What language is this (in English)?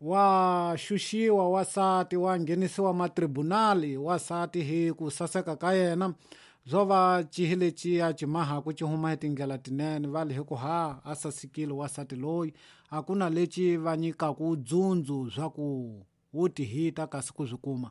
Tsonga